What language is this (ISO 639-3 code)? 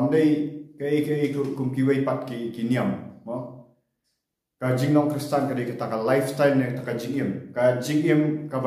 kha